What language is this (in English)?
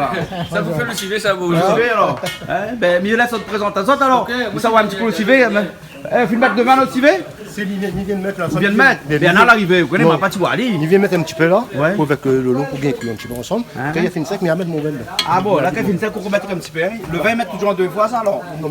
Réunion Creole French